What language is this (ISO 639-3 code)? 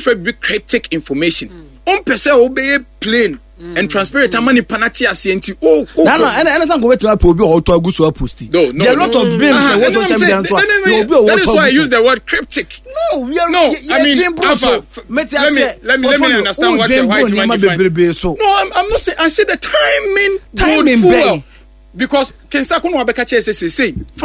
aka